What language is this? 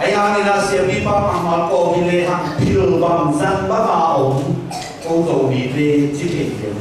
Tedim Chin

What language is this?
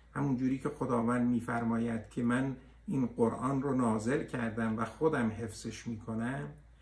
Persian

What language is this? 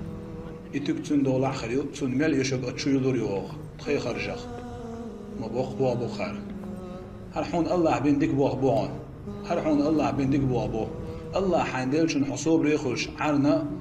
Chechen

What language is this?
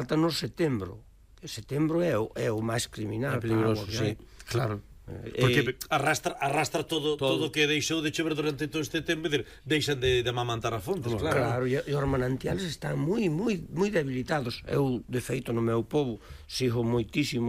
Galician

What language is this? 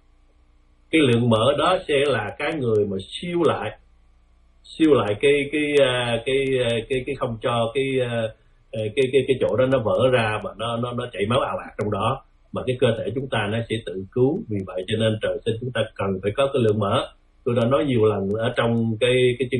Vietnamese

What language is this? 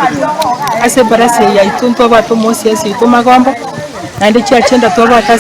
Gusii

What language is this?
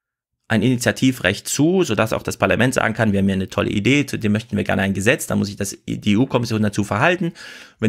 German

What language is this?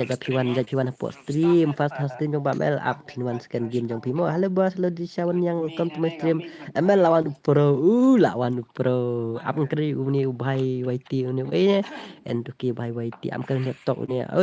Khasi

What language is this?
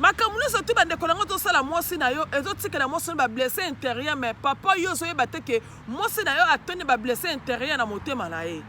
Lingala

